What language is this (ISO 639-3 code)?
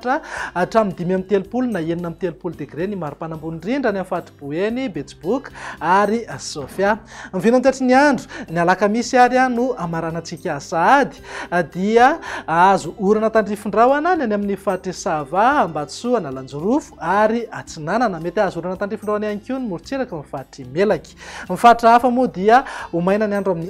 mlg